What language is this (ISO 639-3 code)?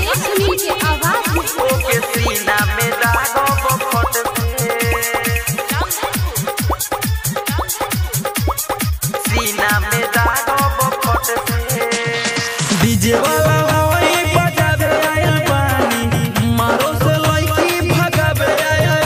bho